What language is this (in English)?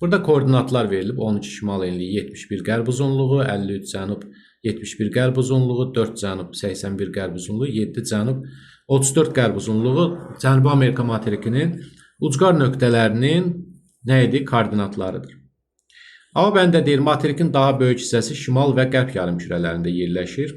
Azerbaijani